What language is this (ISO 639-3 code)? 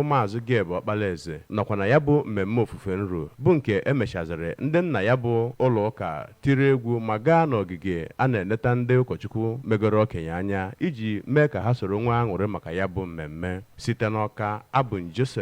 ibo